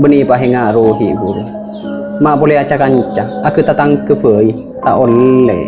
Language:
Madurese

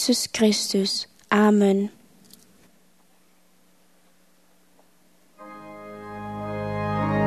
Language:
Dutch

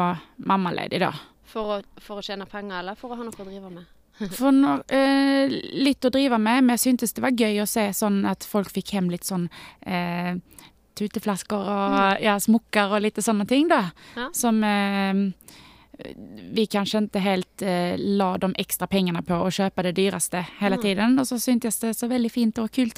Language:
Norwegian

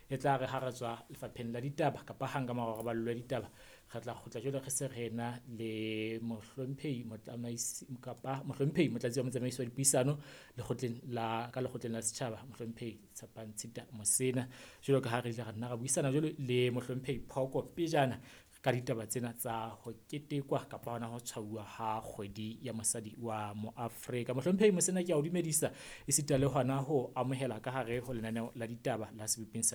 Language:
Southern Sotho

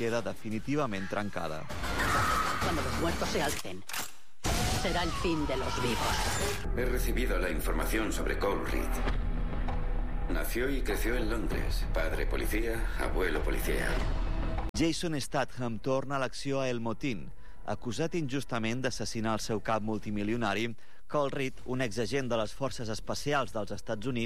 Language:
Catalan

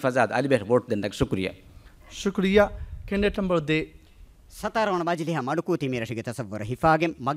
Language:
Divehi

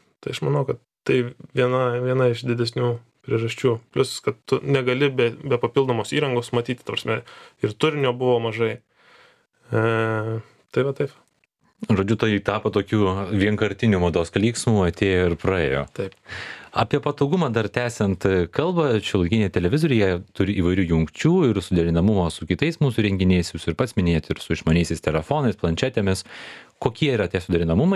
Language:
Lithuanian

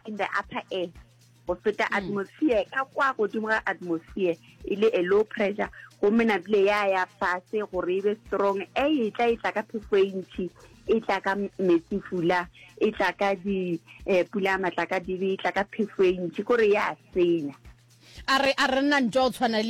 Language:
Northern Sotho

